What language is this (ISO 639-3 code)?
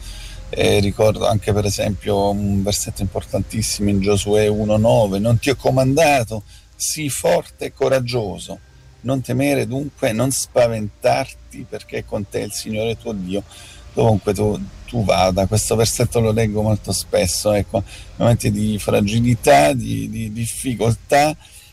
ita